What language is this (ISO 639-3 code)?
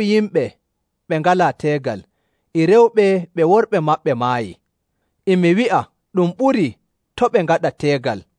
fuv